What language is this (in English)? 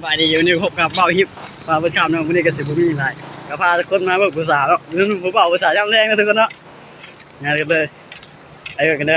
Lao